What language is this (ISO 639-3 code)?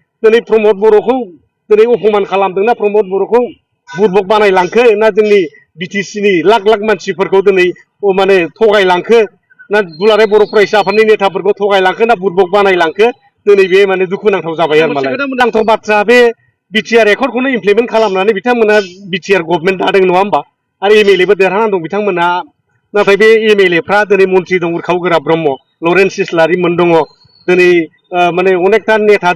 brx